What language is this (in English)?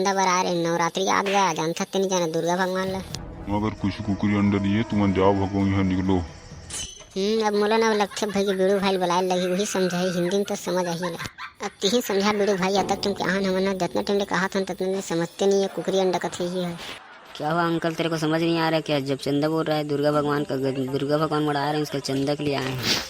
Chhattisgarhi